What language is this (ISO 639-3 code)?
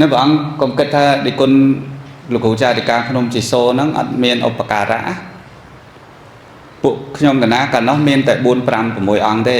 khm